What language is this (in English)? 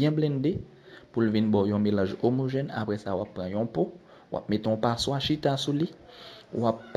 Haitian Creole